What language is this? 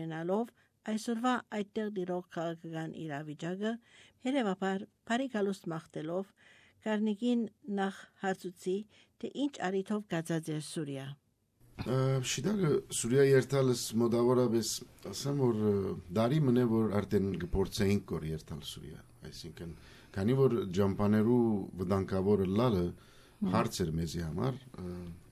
Armenian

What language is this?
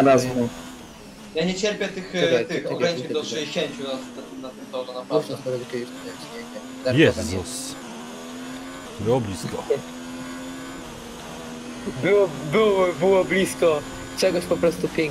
Polish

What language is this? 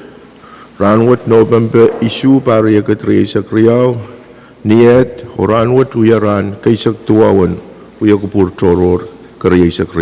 Pohnpeian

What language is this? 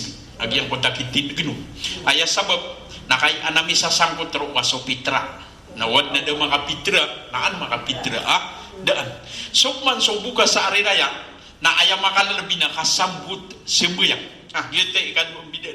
Maranao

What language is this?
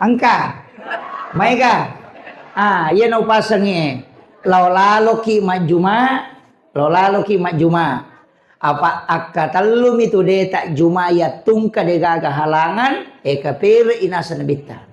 Buginese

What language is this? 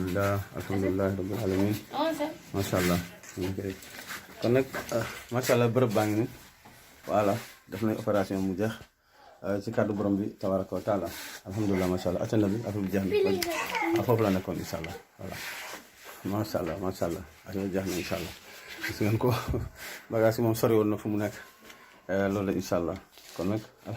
Wolof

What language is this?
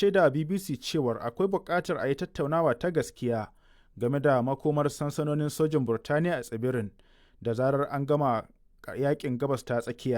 Hausa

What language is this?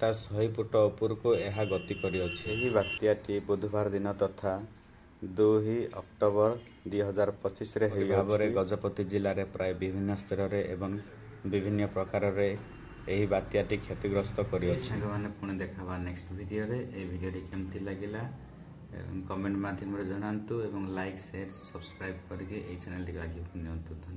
Odia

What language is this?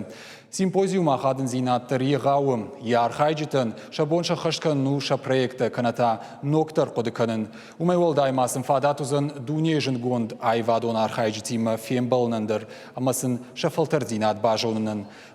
Ossetic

